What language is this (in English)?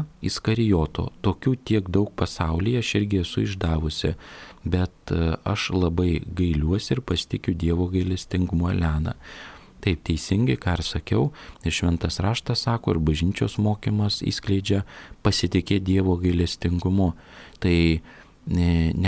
Lithuanian